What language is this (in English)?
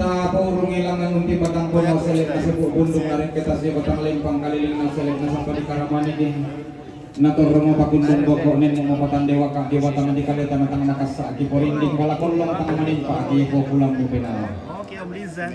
Toraja-Sa'dan